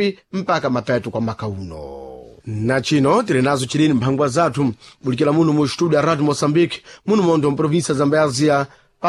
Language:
Sena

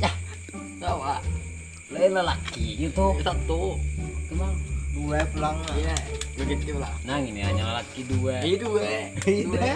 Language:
Banjar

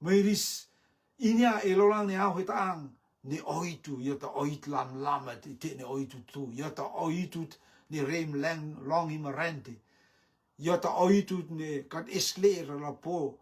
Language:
Rotuman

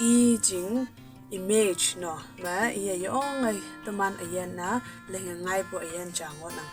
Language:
Konyak Naga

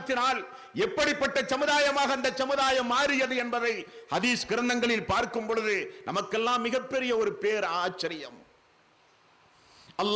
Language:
Tamil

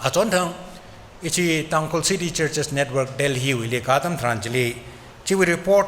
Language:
Tangkhul Naga (India)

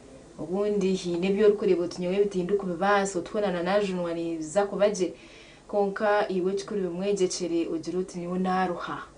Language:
Nyankole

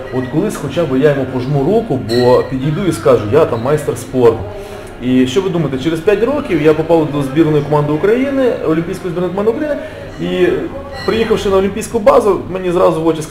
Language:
Ukrainian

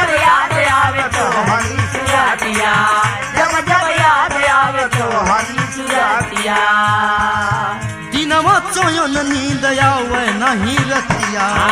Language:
Bhojpuri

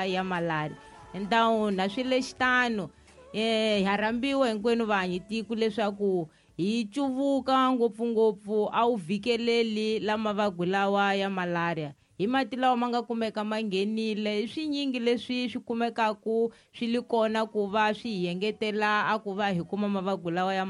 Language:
Tsonga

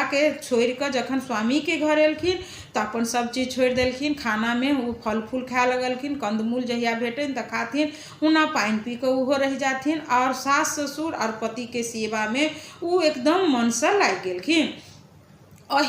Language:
Maithili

